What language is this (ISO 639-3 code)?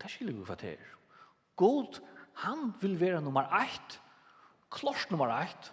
fao